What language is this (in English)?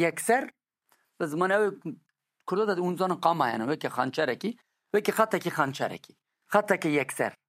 Kurdish